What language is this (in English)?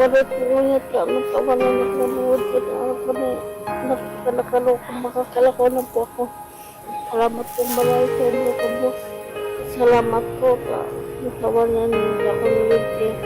Bikol